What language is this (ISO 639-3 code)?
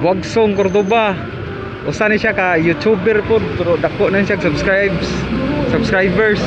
ceb